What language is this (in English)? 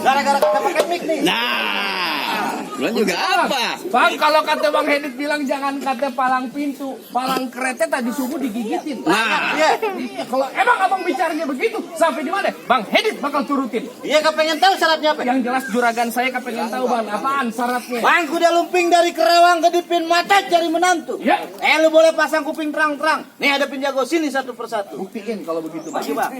Betawi